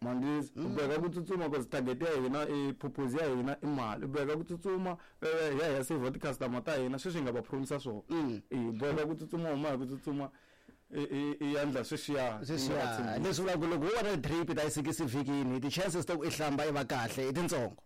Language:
Tsonga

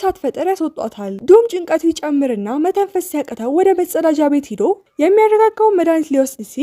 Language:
Amharic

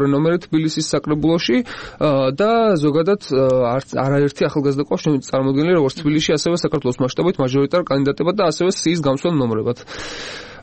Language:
Georgian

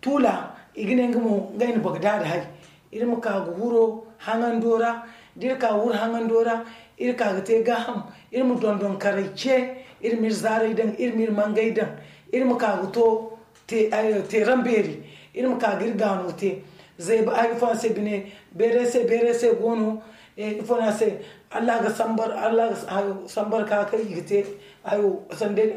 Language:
Zarma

